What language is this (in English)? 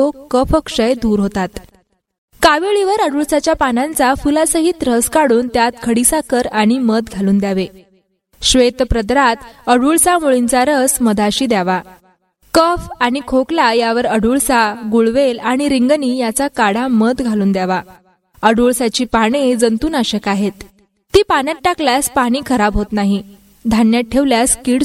Marathi